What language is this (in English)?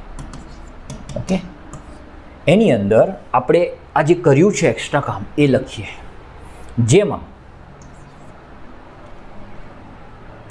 Gujarati